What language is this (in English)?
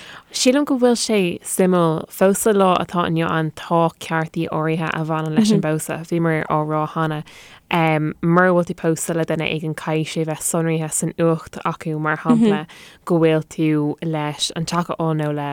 Irish